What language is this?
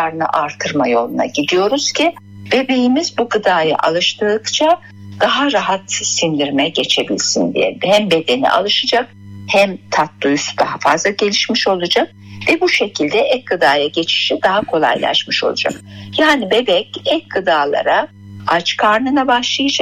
Turkish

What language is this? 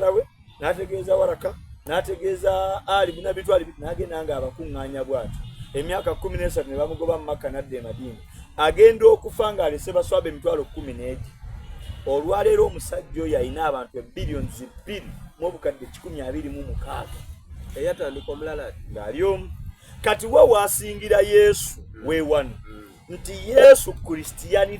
Soga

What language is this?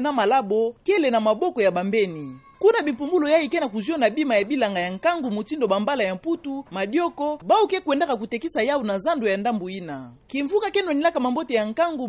Kituba (Democratic Republic of Congo)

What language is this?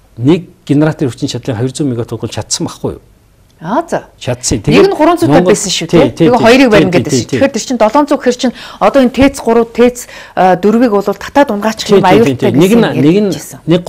Mongolian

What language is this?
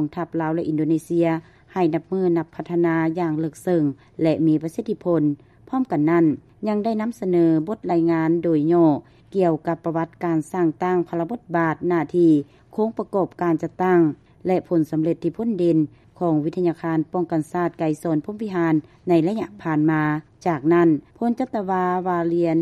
Lao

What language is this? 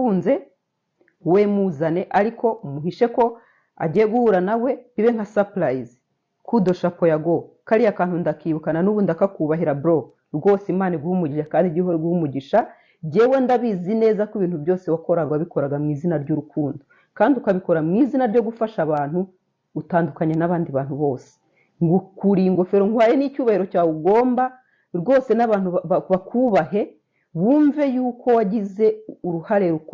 Kinyarwanda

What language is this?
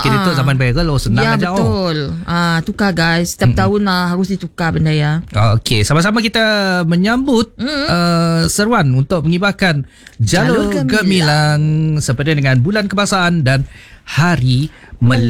Malay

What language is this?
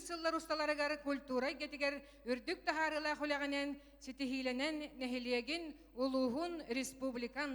Yakut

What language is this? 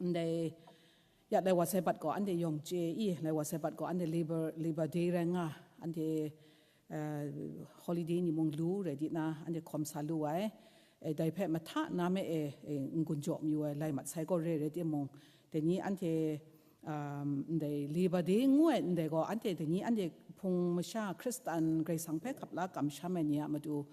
Kachin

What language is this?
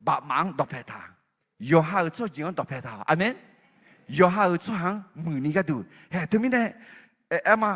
Akha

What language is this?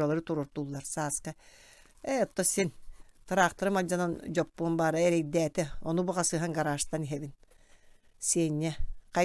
Yakut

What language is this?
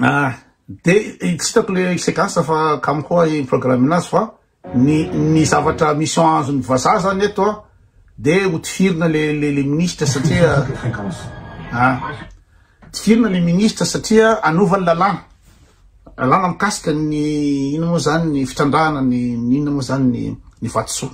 Malagasy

